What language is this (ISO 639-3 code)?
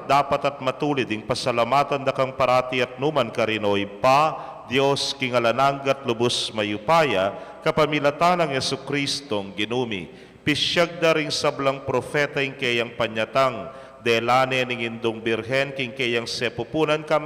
pam